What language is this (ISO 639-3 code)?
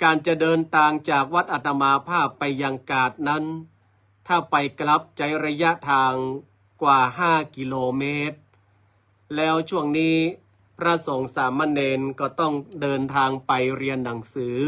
nod